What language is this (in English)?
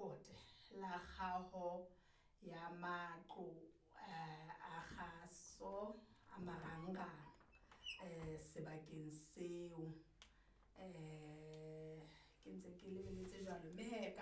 Southern Sotho